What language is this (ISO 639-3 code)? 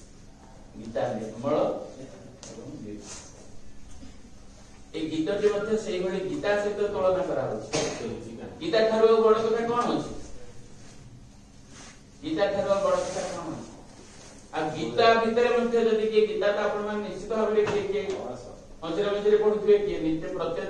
ori